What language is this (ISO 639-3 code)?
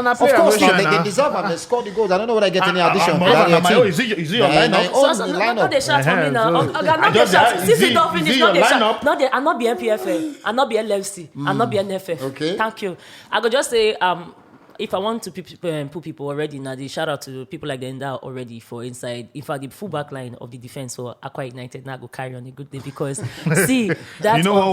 pcm